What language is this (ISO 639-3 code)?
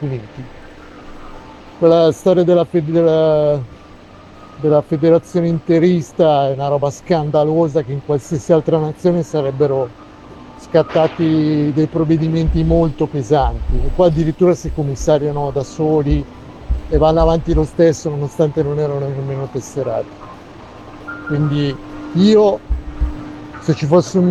ita